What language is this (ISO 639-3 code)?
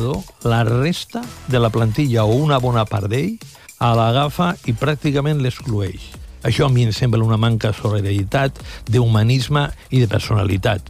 cat